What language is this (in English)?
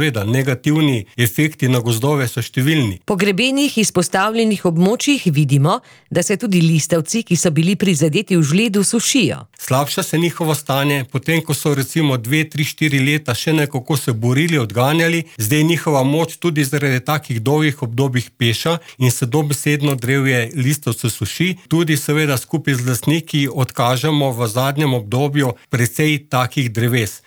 Slovenian